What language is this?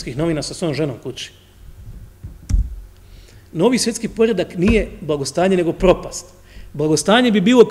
Croatian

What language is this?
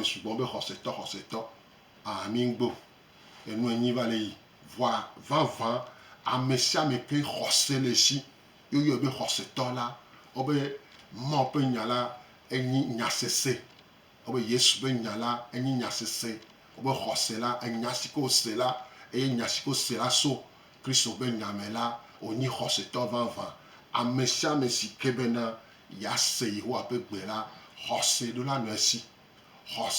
Gen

